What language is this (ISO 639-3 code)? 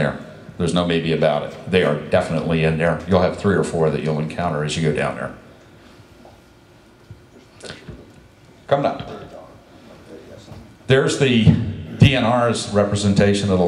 eng